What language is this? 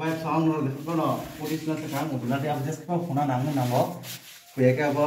Kok Borok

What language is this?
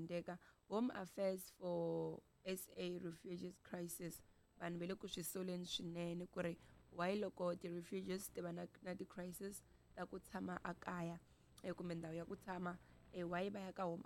Tsonga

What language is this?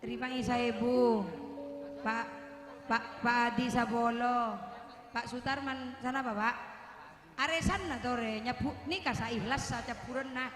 Madurese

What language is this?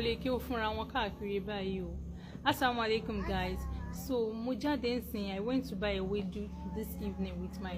Yoruba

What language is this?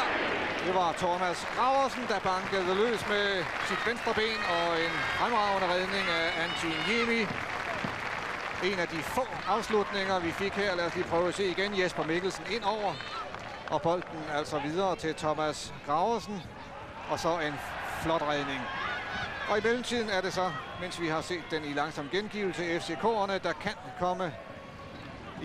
Danish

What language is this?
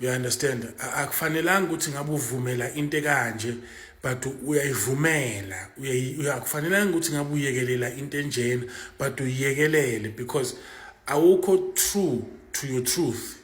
Zulu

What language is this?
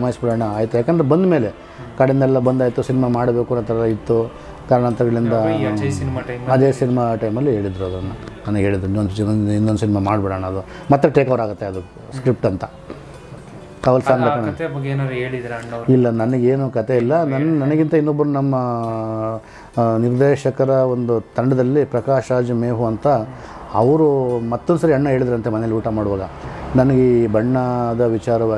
Kannada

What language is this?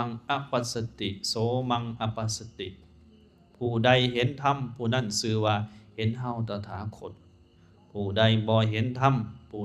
Lao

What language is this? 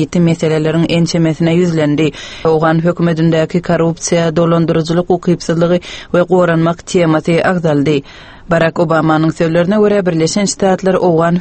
Turkmen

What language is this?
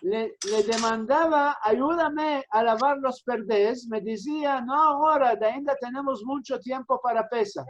Ladino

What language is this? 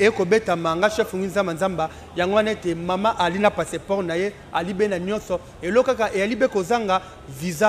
Lingala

